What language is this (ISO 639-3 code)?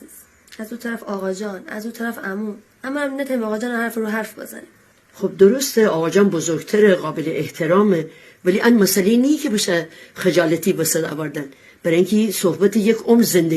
glk